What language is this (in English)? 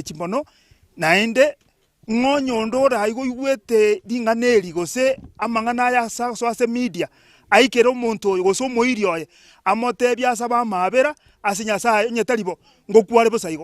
Gusii